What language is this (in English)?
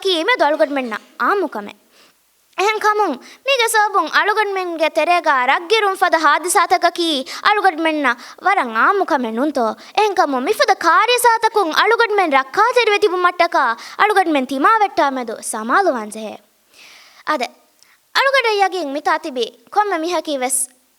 Divehi